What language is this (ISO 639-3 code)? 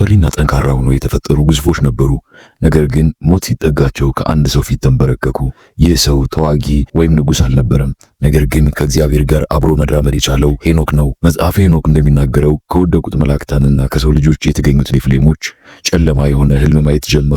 amh